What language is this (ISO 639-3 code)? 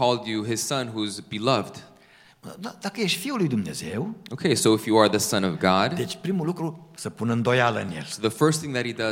ron